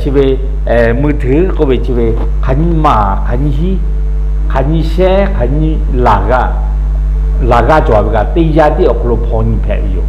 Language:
Lahu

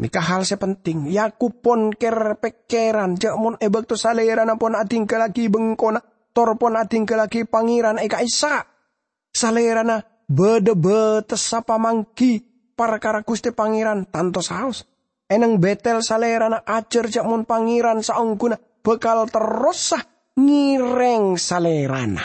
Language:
Madurese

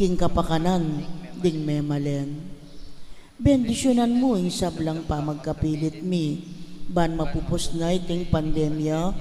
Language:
Pampanga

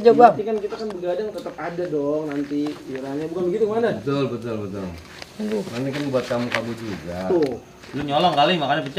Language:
Betawi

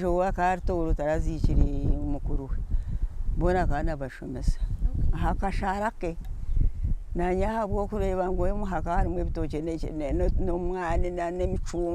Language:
Nyankole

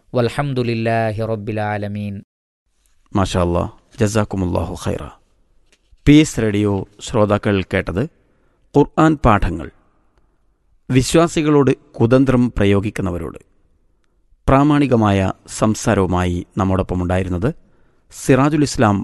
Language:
Malayalam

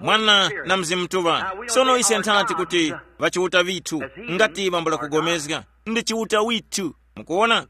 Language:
Tumbuka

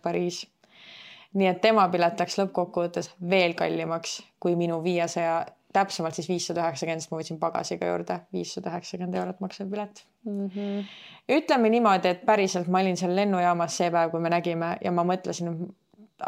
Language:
Estonian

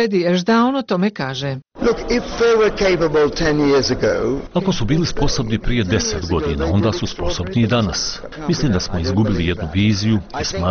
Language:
Bosnian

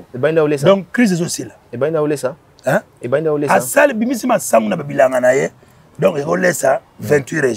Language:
Lingala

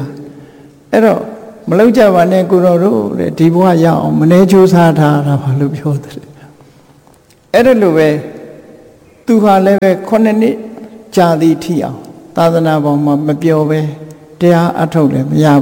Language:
Burmese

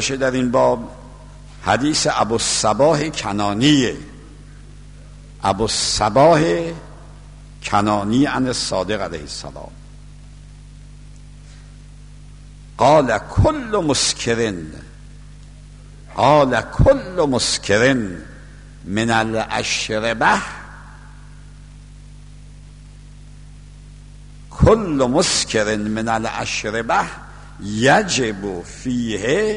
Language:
Persian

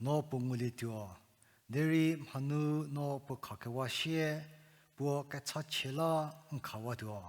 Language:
Angami Naga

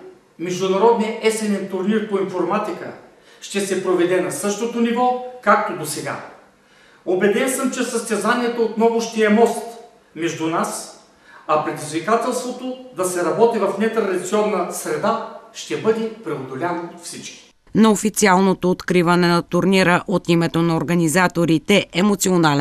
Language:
Bulgarian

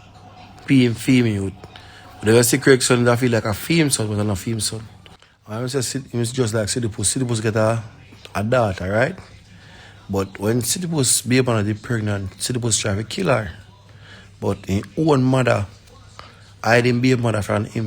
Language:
Jamaican Creole English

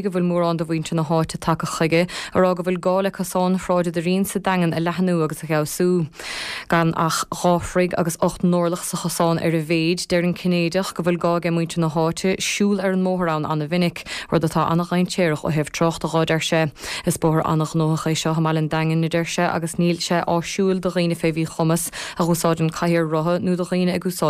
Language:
Irish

